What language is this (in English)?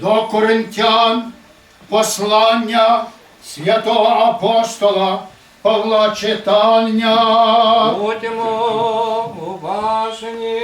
Rusyn